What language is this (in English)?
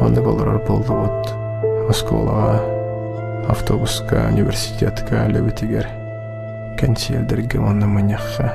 Yakut